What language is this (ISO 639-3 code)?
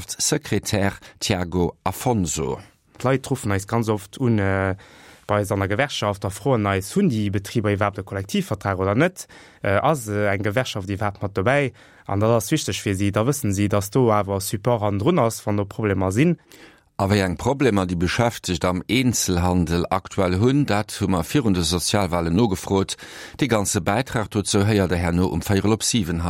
ltz